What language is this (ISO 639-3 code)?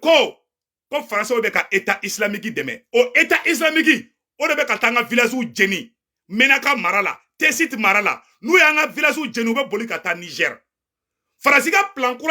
bam